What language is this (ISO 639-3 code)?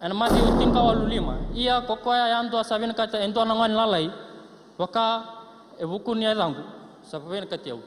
fij